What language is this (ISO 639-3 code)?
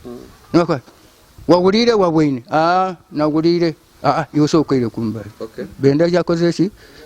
lug